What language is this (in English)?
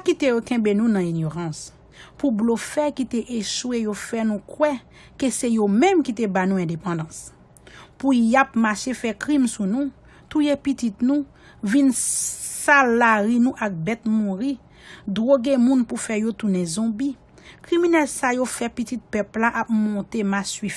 Haitian Creole